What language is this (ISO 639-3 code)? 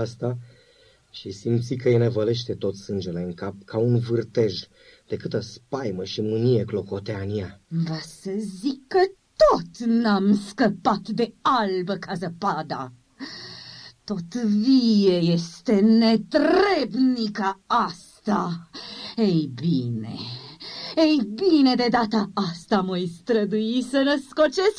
ron